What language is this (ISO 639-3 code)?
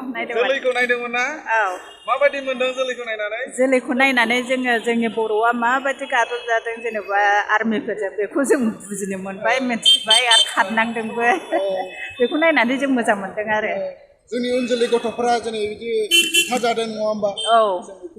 brx